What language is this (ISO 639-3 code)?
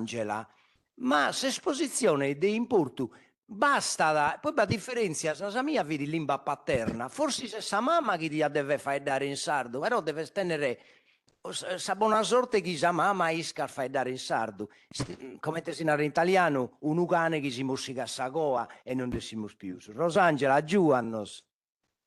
srd